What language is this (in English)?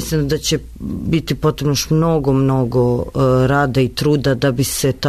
Serbian